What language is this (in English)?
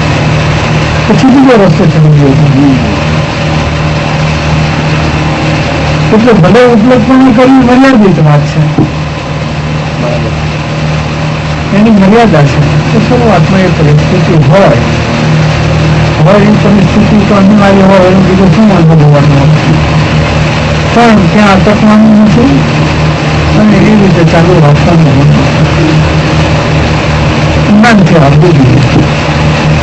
Gujarati